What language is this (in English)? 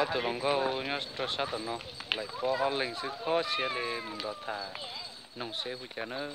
Hmong